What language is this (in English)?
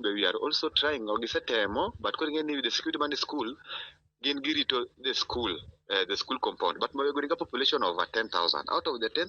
Luo (Kenya and Tanzania)